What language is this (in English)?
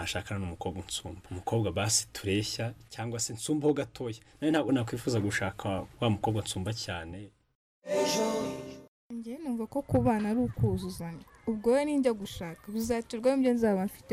Kinyarwanda